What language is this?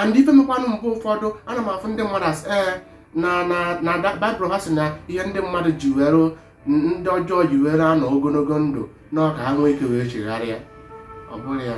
Igbo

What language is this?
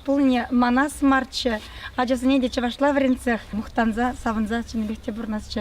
Chuvash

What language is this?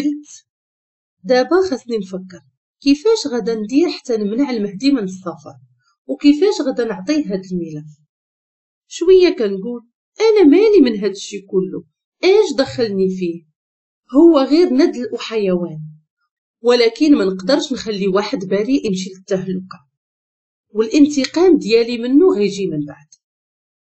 Moroccan Arabic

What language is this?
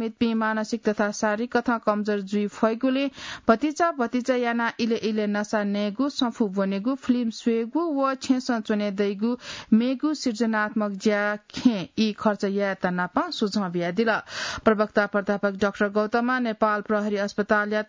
Newari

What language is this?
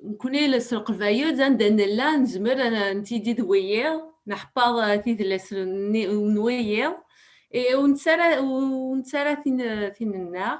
Kabyle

